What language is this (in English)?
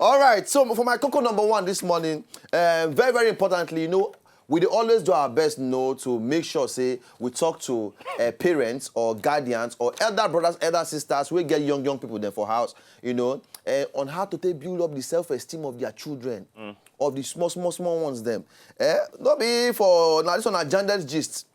Nigerian Pidgin